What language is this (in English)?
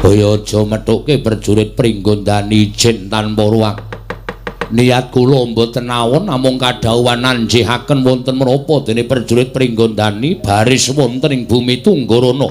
Javanese